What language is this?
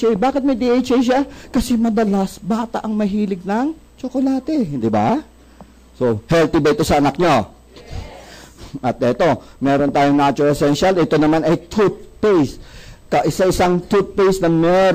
Filipino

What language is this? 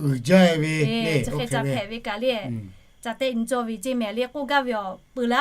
Lahu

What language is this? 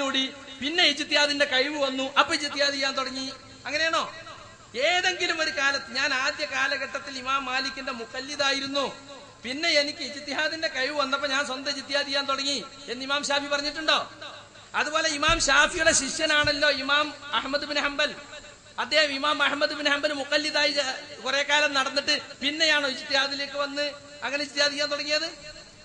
Malayalam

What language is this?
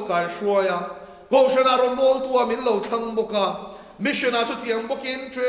Mizo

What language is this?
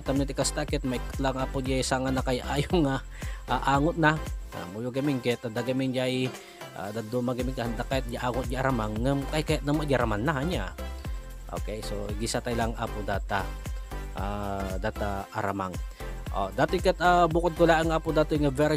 Iloko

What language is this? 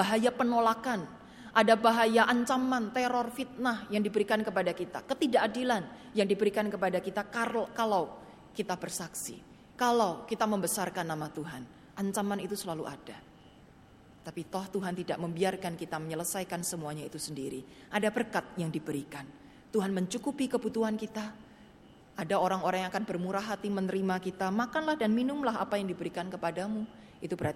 Indonesian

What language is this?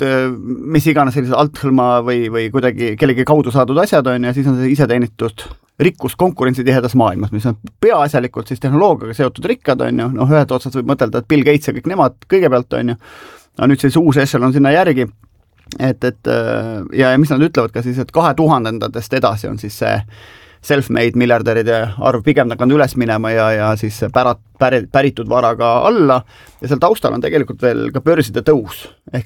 Estonian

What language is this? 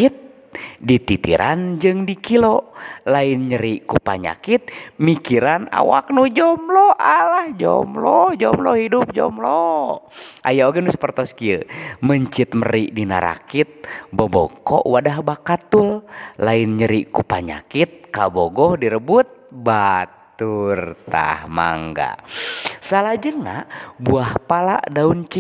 Sundanese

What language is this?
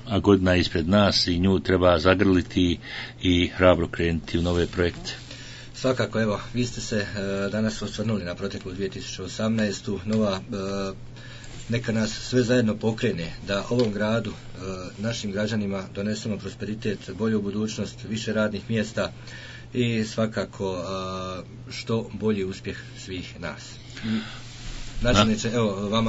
Bosnian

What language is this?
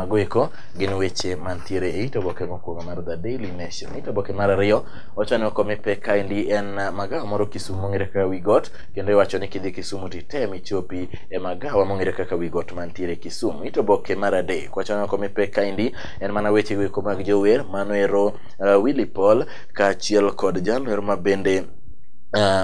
Luo (Kenya and Tanzania)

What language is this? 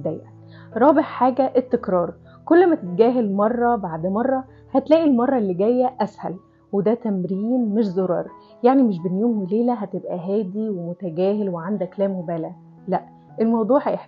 Egyptian Arabic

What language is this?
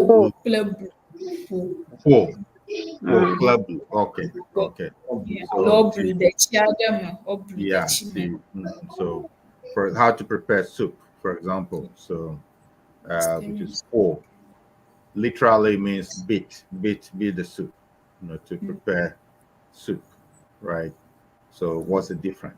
Ewe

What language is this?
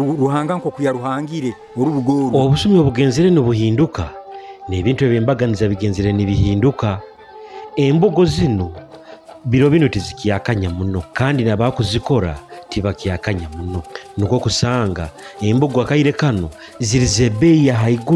Nyoro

